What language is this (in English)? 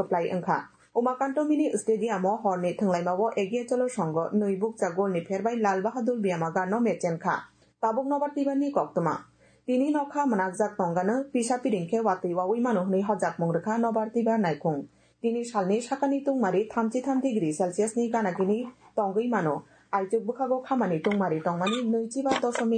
Kok Borok